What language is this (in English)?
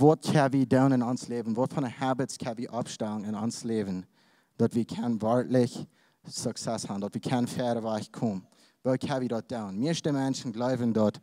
Plautdietsch